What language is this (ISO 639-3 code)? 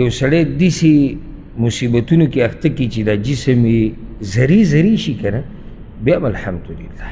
pus